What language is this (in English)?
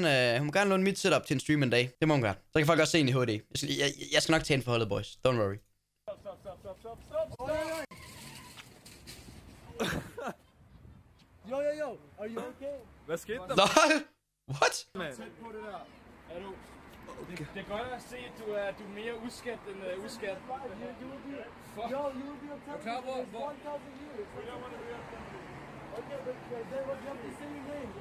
Danish